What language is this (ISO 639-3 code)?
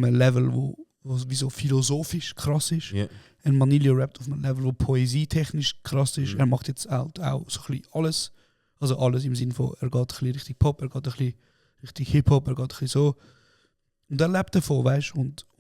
gsw